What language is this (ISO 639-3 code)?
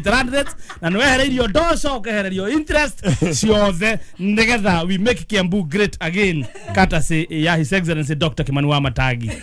kik